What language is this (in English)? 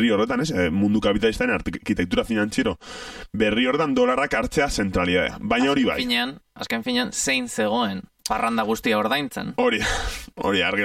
Basque